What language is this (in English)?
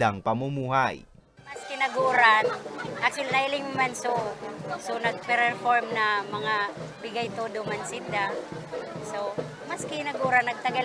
Bikol